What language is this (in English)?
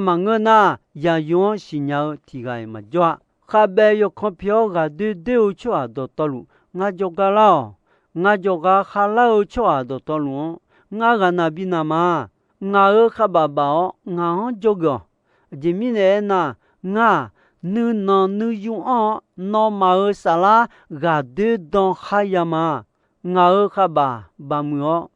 Akha